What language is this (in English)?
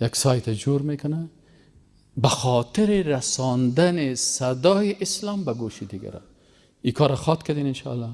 Persian